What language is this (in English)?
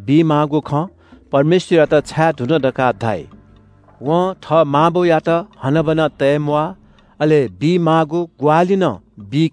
Newari